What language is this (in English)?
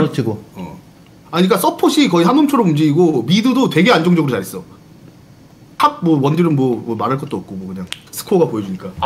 Korean